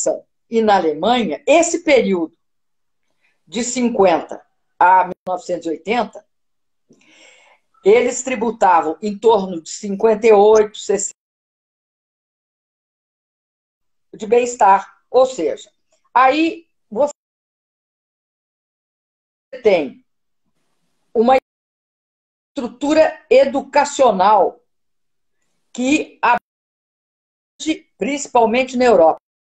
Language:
Portuguese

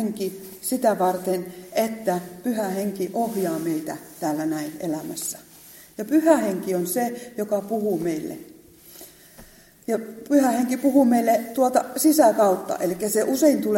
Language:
Finnish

